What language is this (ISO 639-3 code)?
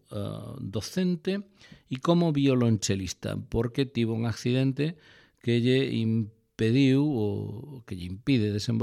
glg